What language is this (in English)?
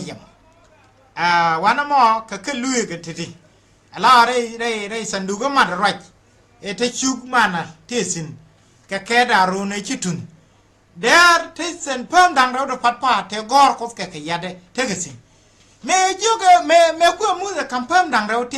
Nuer